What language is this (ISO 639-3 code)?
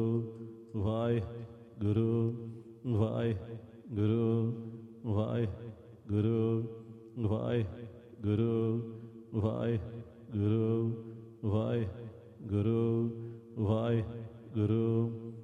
pan